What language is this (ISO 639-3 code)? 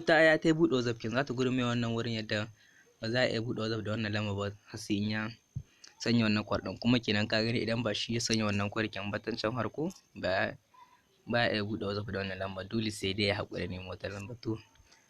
hau